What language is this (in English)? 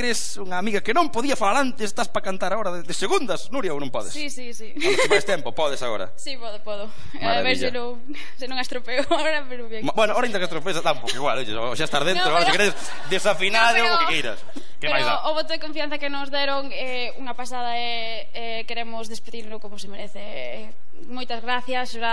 Galician